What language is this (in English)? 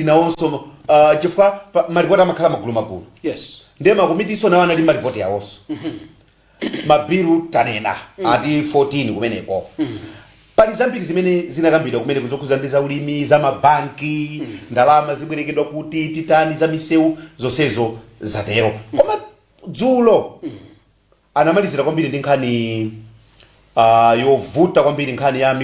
Nyanja